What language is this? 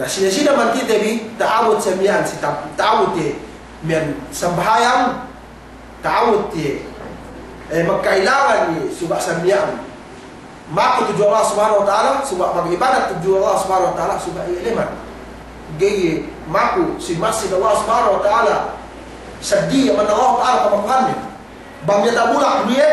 Yakan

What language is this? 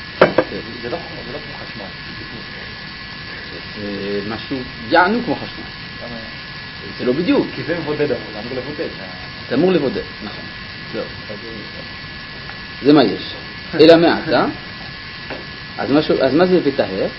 Hebrew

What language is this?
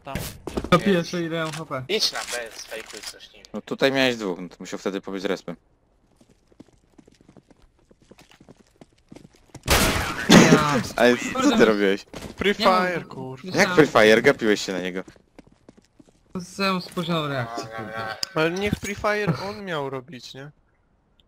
Polish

